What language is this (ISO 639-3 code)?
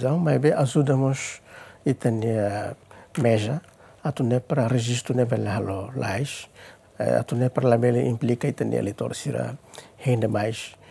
tet